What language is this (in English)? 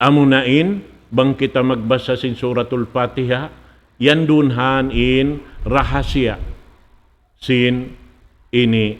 Tausug